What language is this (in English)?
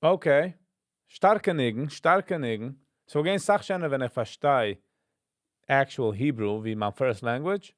Yiddish